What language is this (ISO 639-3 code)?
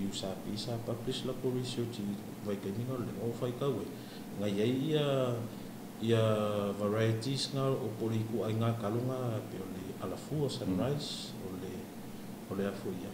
smo